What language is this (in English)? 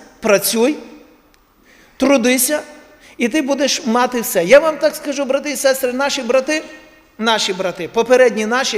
Ukrainian